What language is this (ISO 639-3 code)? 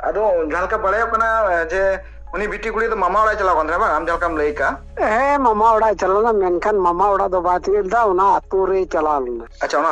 sat